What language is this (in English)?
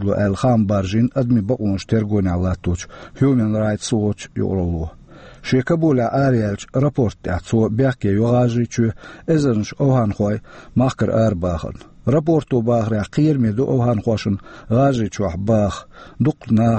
Chechen